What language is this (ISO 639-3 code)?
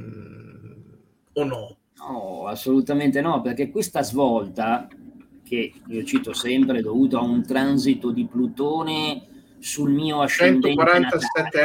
ita